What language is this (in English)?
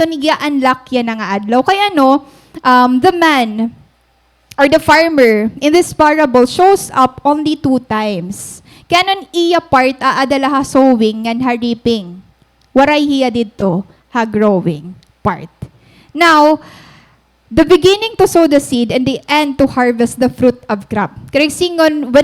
Waray